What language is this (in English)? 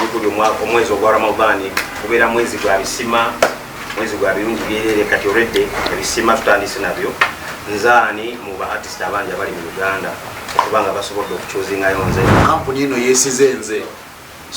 Ganda